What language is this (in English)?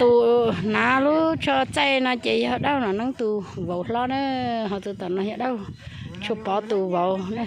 Hmong